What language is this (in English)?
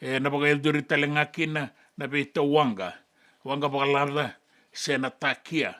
Fijian